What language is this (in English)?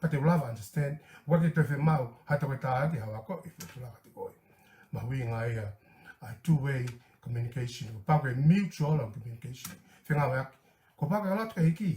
Tongan